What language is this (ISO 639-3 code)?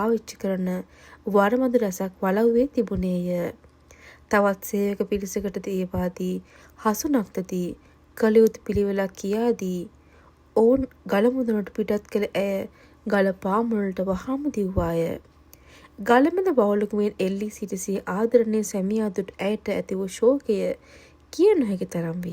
sin